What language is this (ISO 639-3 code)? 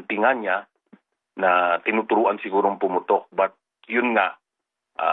fil